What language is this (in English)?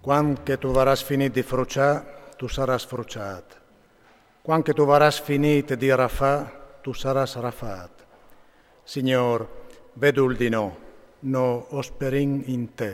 Friulian